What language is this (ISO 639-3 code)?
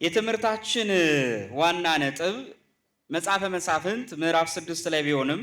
amh